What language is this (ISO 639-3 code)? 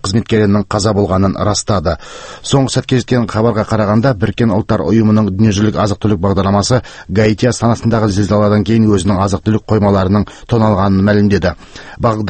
kaz